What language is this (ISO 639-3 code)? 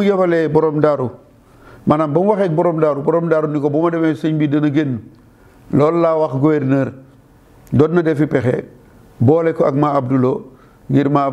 wol